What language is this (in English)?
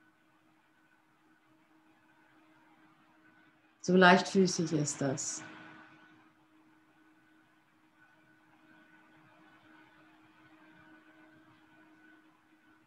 German